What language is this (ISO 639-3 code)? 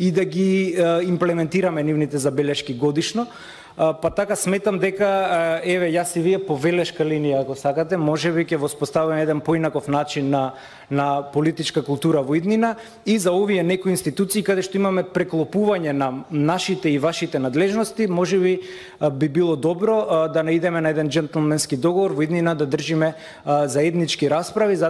mkd